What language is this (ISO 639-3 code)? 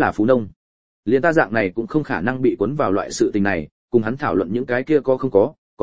vie